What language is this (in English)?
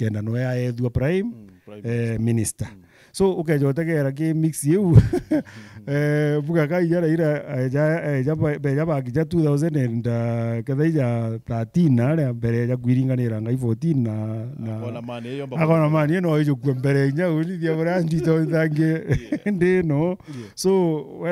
Meru